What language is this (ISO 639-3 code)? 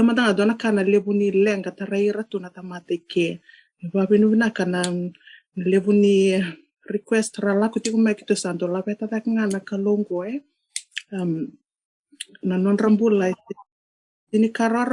fij